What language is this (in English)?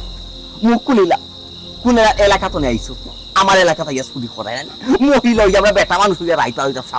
Sylheti